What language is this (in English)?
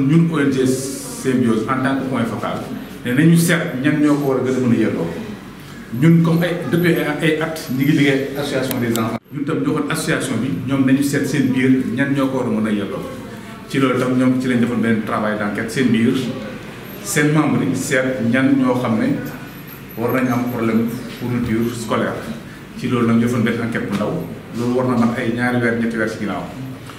Wolof